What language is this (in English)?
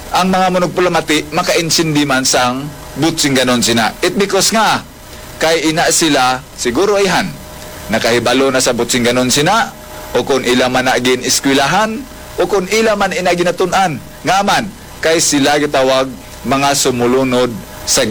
Hiligaynon